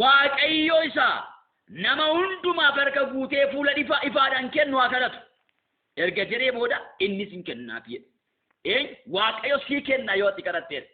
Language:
Oromo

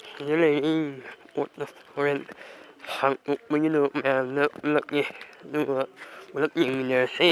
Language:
Manipuri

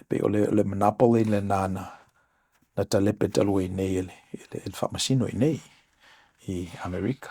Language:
Samoan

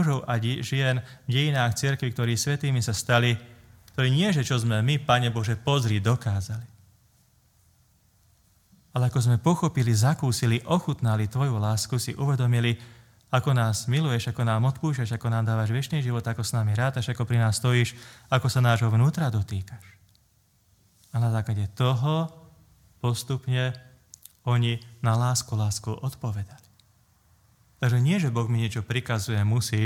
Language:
Slovak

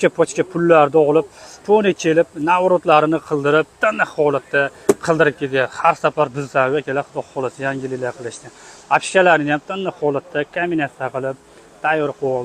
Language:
Uzbek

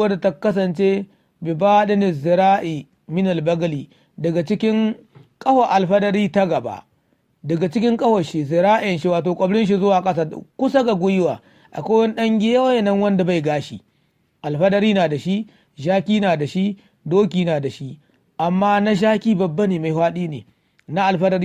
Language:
Hausa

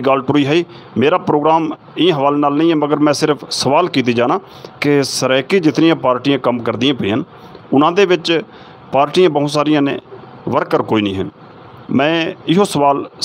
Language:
Saraiki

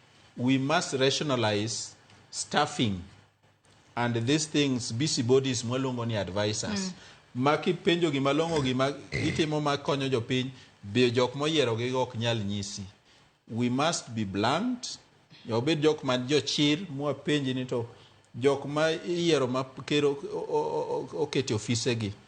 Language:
Luo (Kenya and Tanzania)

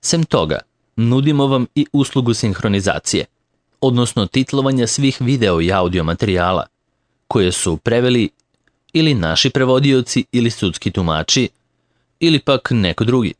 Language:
Serbian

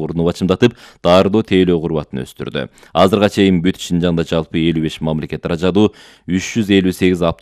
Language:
Kyrgyz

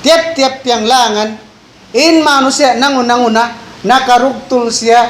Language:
Tausug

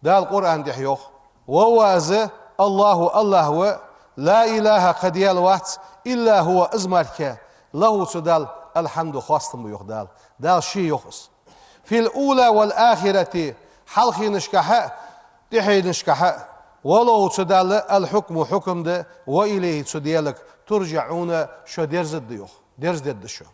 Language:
Ingush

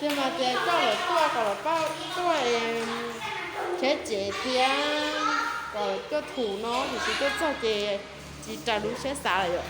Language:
Hmong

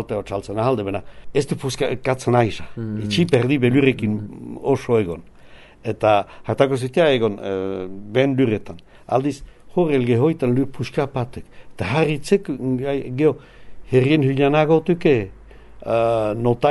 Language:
Basque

